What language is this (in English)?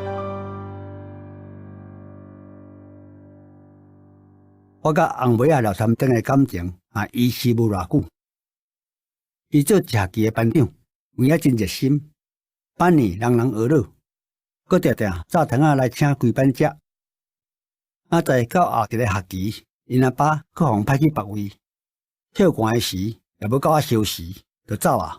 Min Nan Chinese